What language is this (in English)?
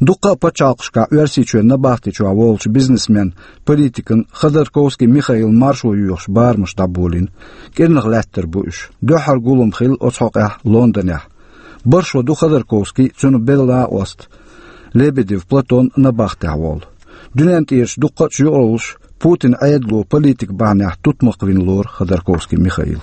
Chechen